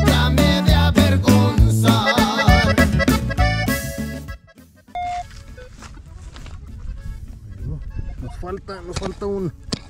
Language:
Spanish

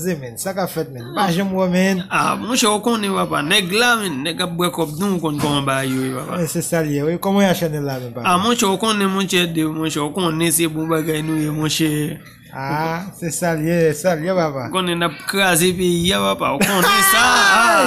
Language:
Haitian Creole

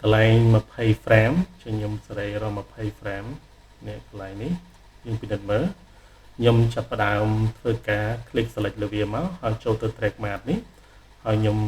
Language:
Khmer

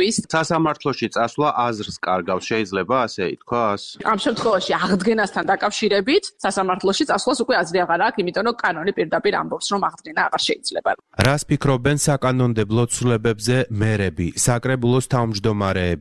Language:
Georgian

